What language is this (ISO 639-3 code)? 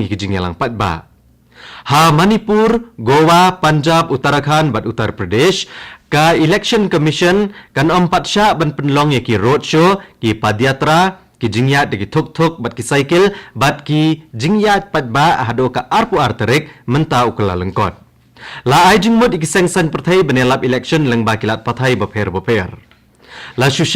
kha